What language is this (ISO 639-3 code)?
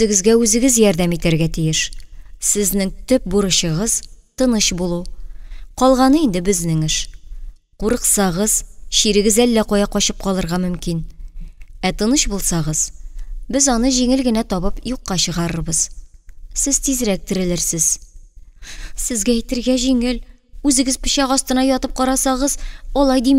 tat